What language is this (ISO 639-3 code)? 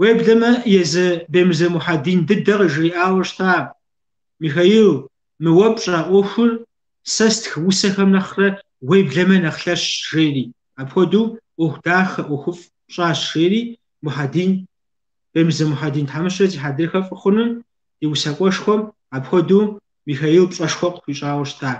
kbd